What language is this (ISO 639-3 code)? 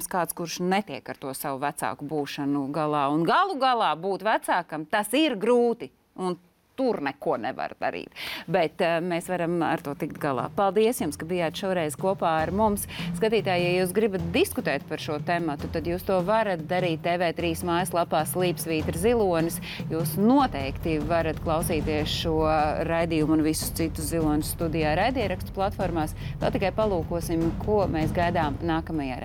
lav